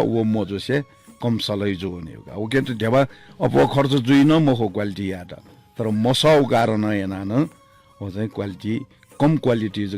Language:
Newari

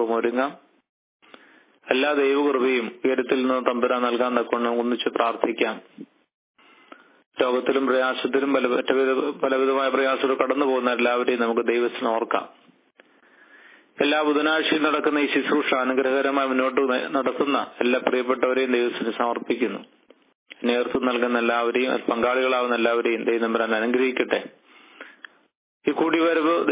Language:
Malayalam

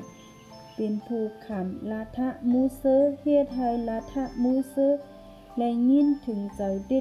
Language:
Shan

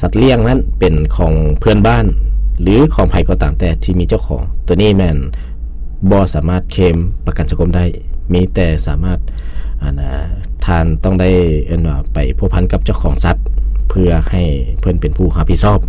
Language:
Lao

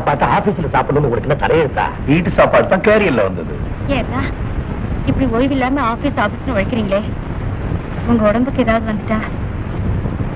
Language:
Tamil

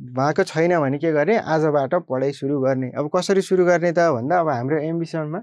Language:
Nepali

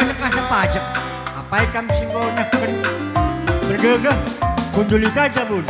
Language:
Batak Karo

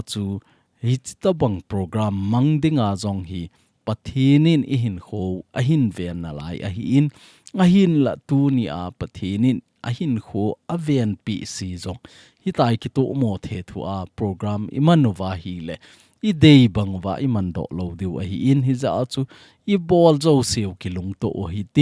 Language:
Thado Chin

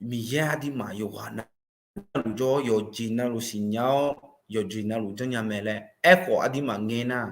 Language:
Akha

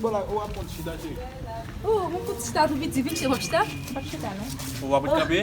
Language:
Haitian Creole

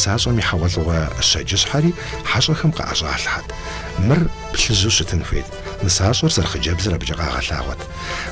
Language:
Kabardian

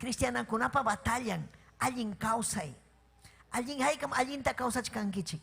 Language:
Ayacucho Quechua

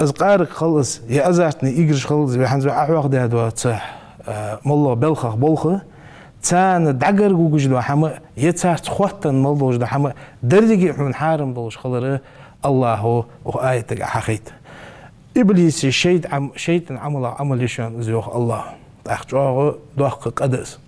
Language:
Ingush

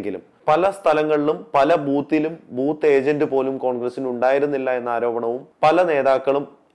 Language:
Malayalam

